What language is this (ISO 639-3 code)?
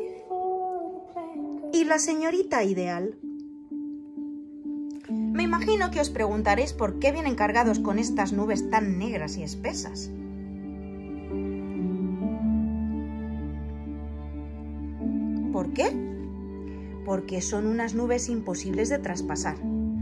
spa